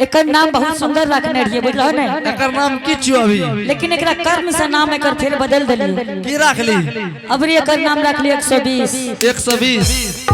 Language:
Angika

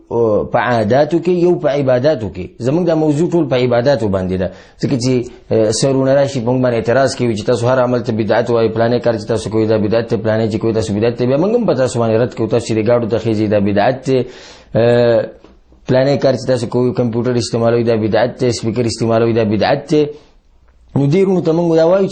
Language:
Pashto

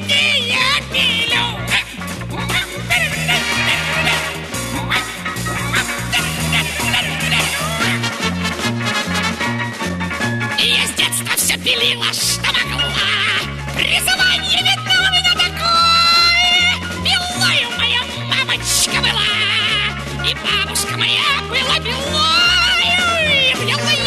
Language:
Russian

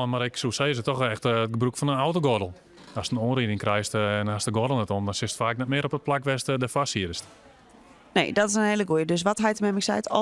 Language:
Western Frisian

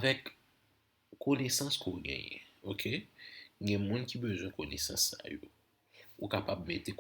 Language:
Haitian Creole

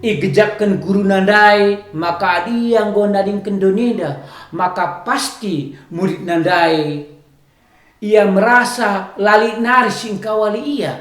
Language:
Batak Karo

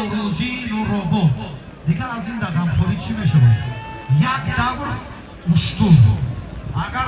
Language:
Tajik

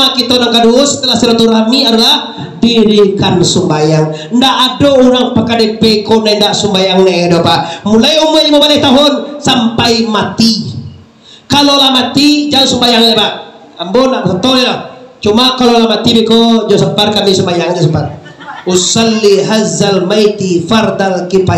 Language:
Minangkabau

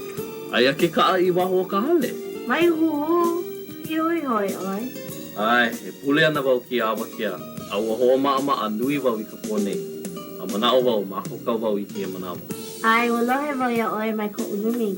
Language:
Hawaiian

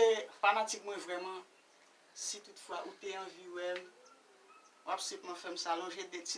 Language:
Haitian Creole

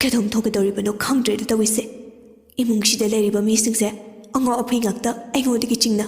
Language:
Manipuri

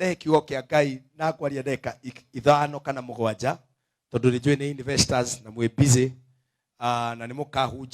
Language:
Kikuyu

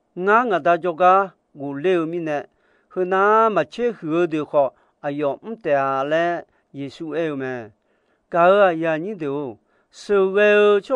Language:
Akha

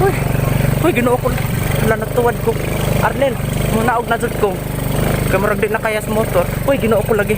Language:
Cebuano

